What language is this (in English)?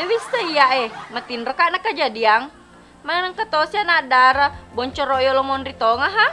Buginese